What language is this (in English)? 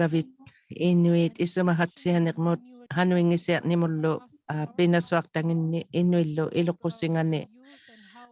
Inuktitut